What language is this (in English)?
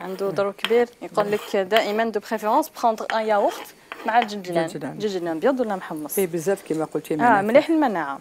Algerian Arabic